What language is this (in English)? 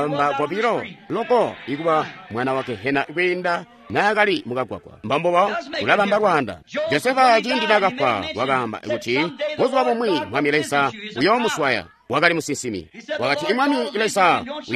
Tonga (Zambia)